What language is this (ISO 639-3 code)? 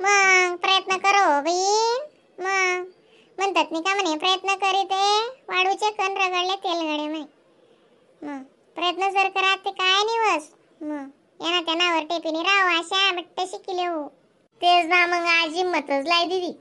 khn